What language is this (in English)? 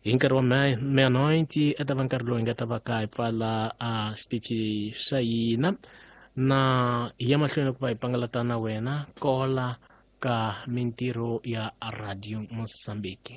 Tsonga